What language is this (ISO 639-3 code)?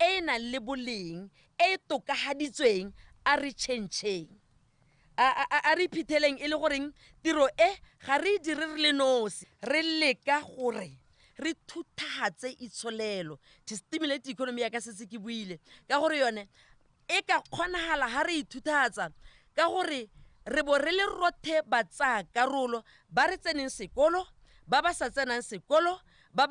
tsn